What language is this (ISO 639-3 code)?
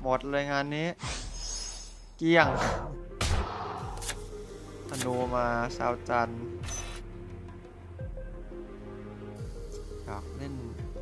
tha